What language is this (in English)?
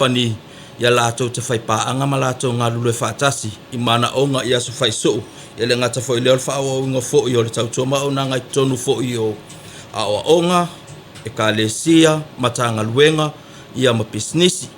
Samoan